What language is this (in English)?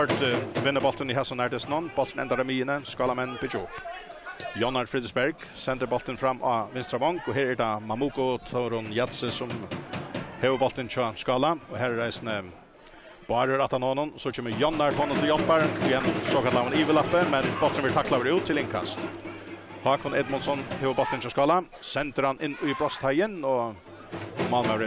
Faroese